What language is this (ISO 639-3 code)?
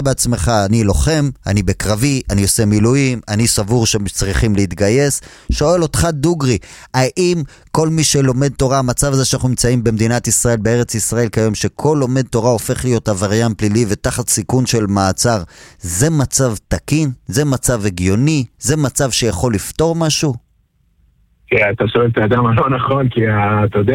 heb